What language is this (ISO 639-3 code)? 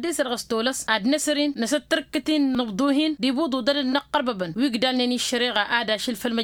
taq